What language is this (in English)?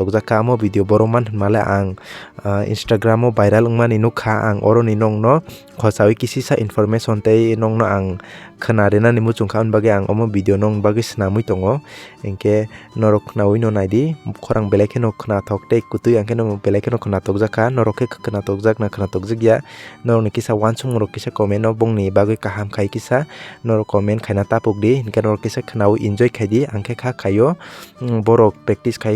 Kok Borok